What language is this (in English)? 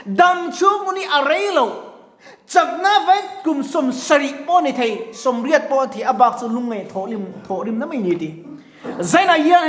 Mizo